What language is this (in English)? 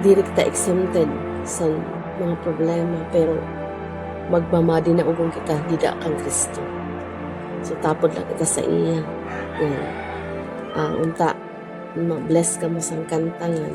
Waray